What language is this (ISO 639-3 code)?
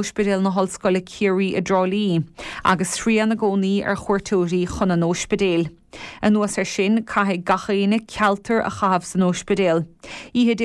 gle